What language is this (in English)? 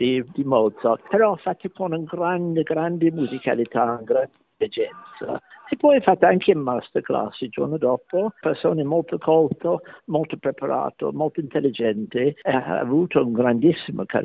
Italian